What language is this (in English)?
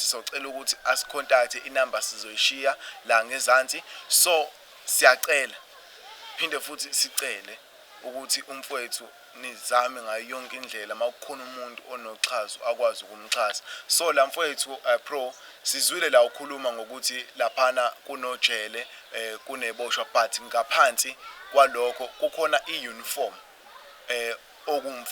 Zulu